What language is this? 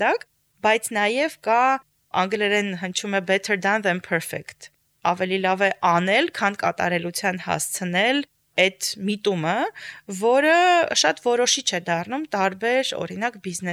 Armenian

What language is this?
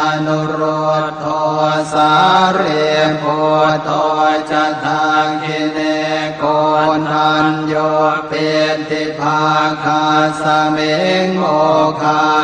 Pali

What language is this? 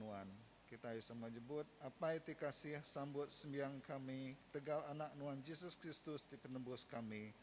Iban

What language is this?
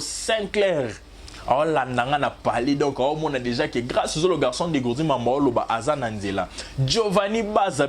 Lingala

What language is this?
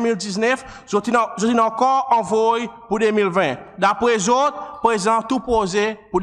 Seselwa Creole French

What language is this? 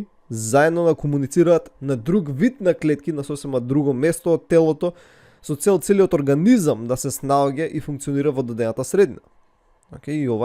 Macedonian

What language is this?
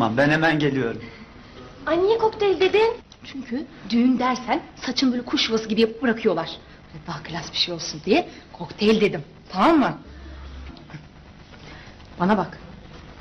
Turkish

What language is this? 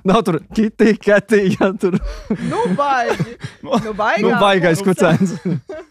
Latvian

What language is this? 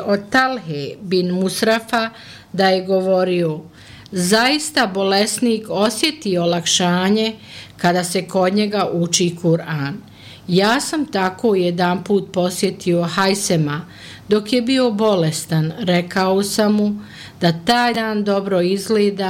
Bosnian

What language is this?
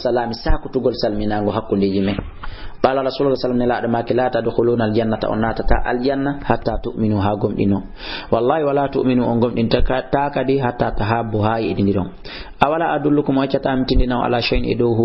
Fula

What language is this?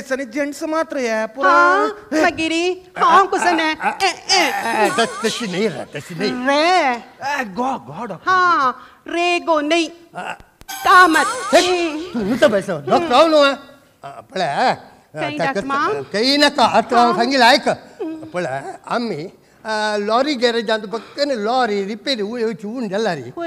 Konkani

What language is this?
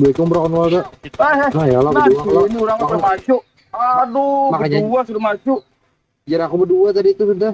Banjar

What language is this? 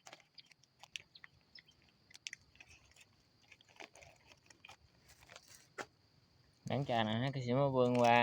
Lao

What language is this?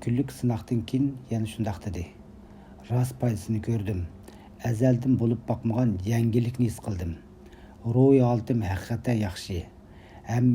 Uyghur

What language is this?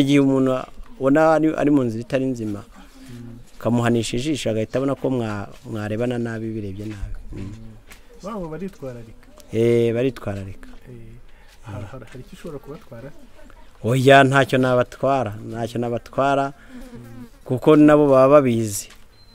Kinyarwanda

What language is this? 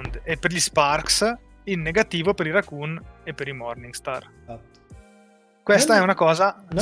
Italian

